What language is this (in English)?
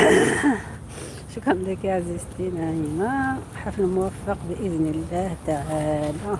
Algerian Arabic